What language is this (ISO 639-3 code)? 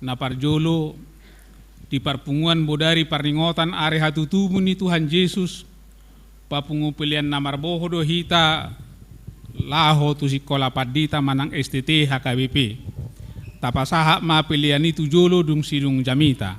bbc